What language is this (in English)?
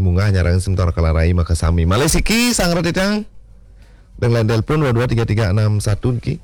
Balinese